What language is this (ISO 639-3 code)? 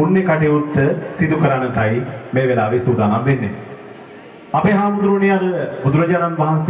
sin